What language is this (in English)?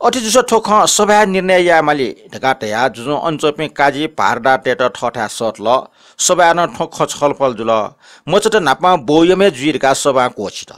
Newari